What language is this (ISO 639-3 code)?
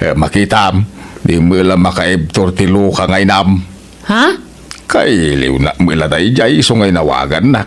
ilo